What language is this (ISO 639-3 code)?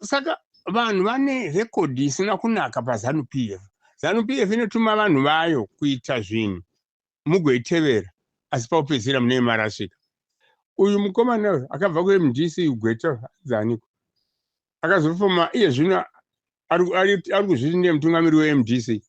sna